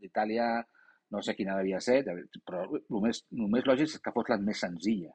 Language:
Catalan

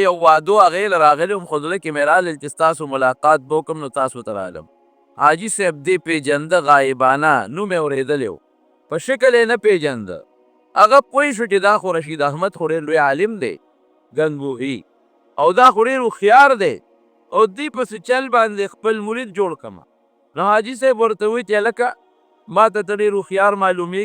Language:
Pashto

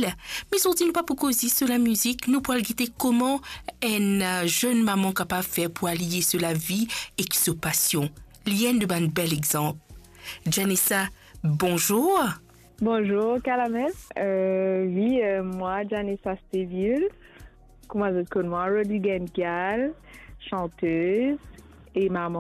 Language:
Morisyen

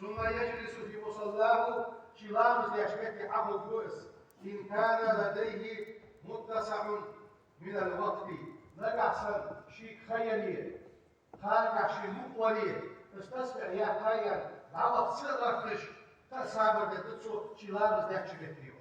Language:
Ingush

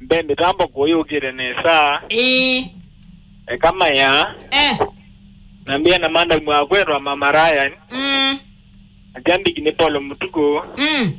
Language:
Kamba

